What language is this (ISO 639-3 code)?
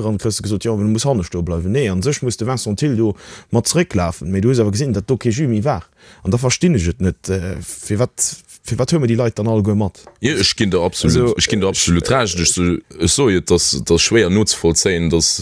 ltz